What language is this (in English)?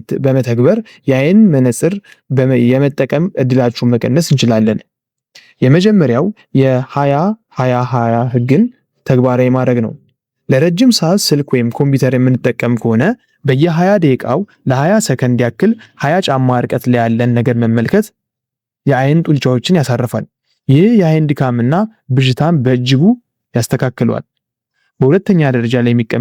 Amharic